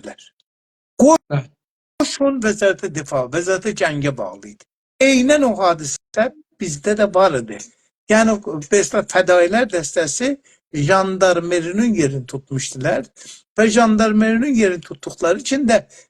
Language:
South Azerbaijani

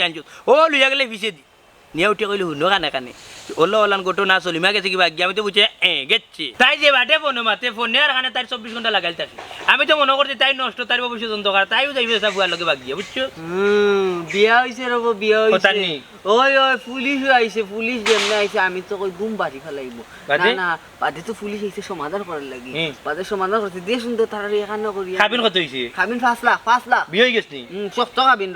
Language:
Sylheti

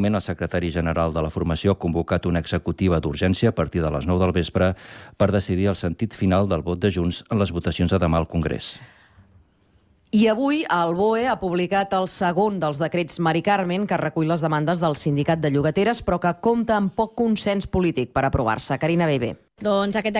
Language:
Catalan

